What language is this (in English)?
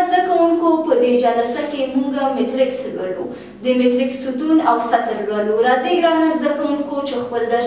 Pashto